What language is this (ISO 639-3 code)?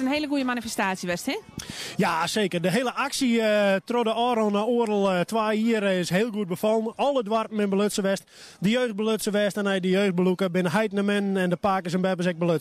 fry